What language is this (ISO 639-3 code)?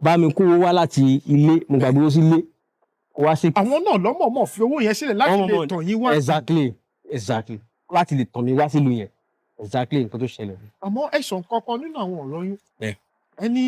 yor